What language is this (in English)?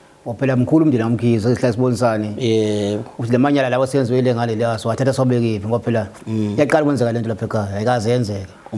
Zulu